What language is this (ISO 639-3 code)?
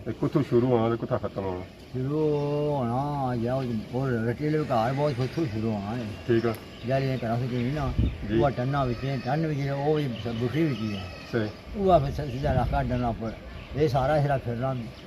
phr